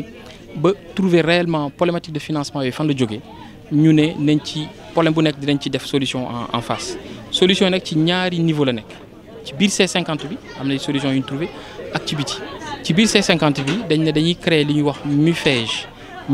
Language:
Wolof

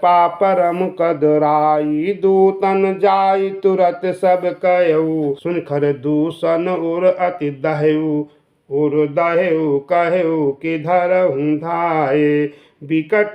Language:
Awadhi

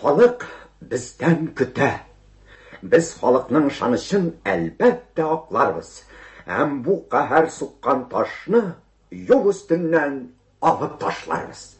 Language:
Tatar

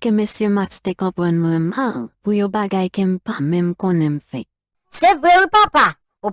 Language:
Haitian Creole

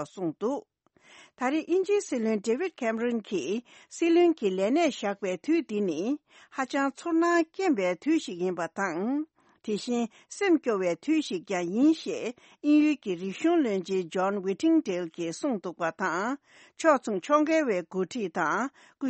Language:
Tibetan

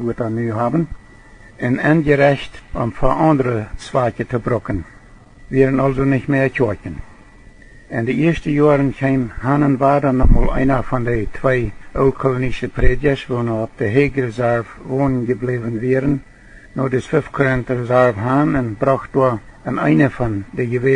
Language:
Plautdietsch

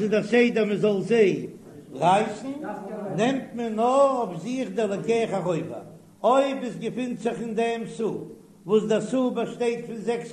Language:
Yiddish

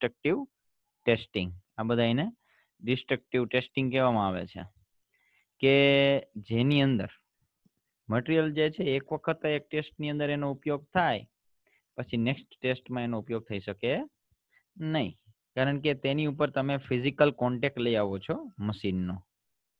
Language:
Gujarati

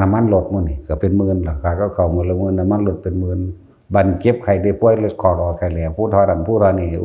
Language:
Northeastern Thai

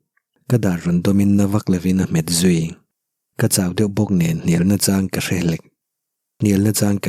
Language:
Mizo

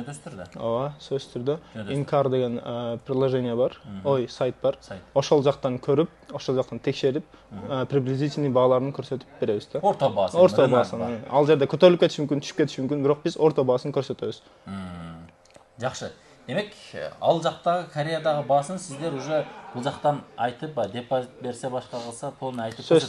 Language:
Kyrgyz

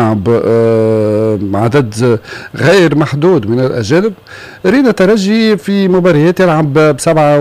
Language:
Tunisian Arabic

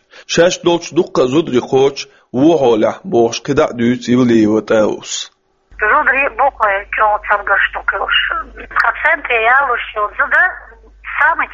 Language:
Chechen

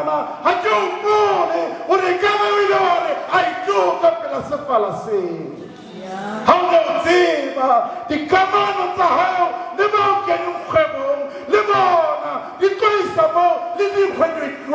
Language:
Southern Sotho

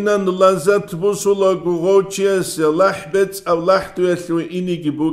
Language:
Avaric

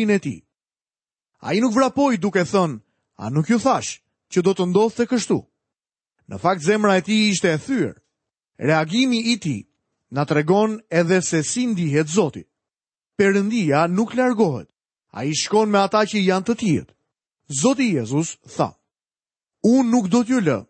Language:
Albanian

